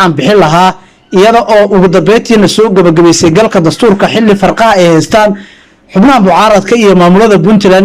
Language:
Somali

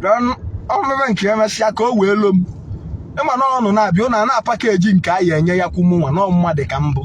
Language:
Igbo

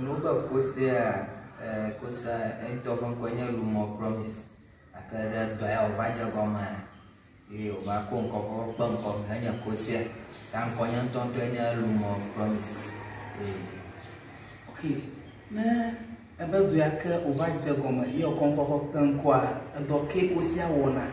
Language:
Ewe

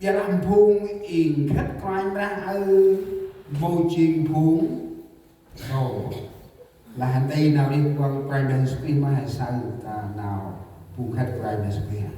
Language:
Central Mnong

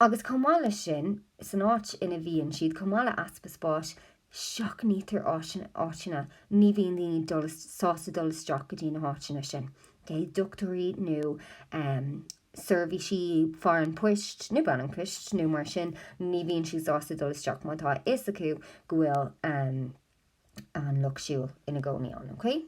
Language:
Irish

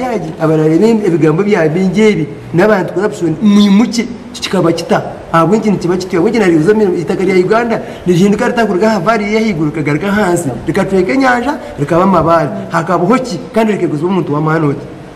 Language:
Kinyarwanda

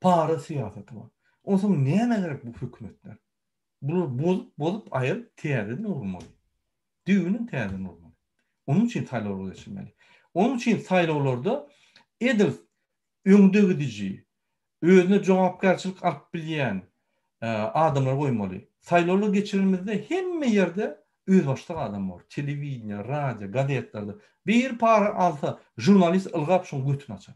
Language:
Turkmen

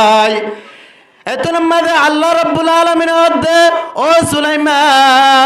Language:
Rohingya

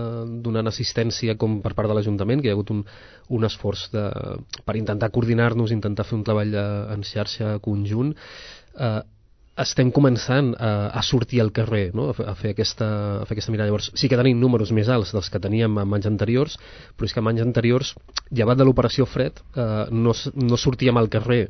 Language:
Catalan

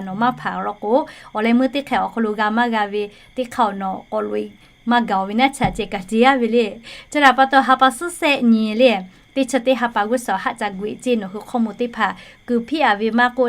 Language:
Lahu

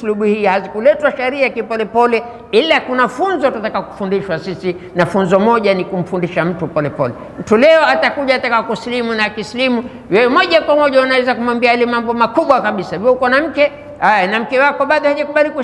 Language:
Swahili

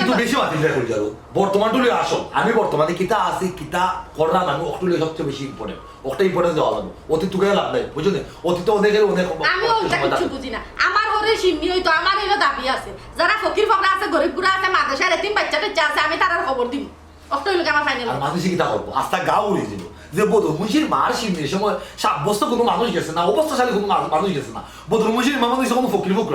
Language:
Sylheti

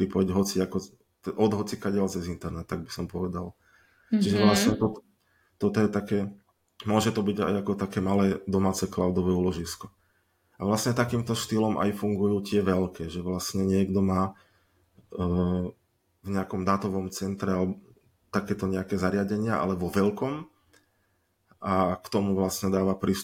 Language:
Slovak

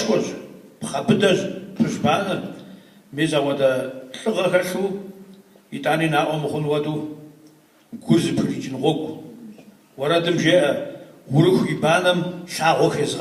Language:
Kabardian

